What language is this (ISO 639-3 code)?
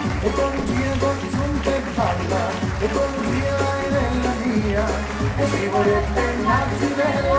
scn